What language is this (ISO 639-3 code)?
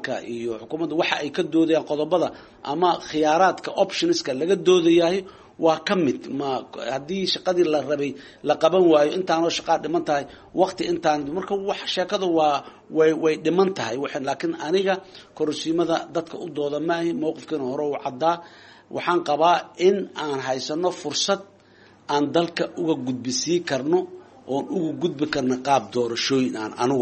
som